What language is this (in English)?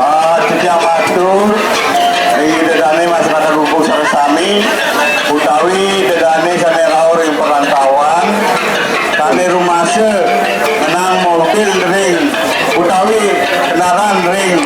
Balinese